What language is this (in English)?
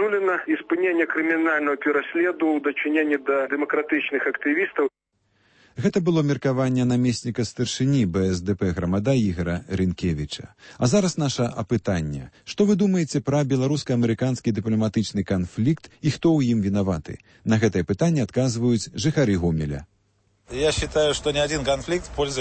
Belarusian